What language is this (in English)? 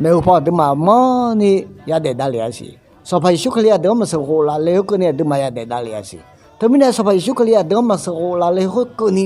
Akha